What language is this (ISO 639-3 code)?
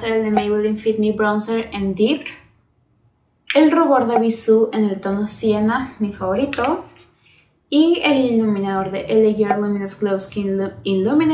spa